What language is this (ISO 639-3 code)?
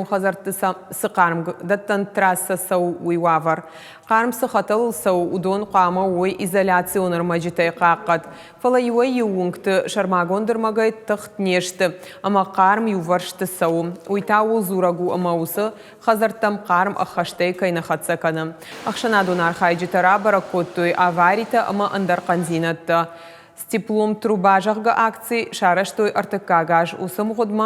oss